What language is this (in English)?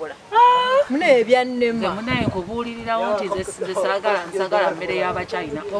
Ganda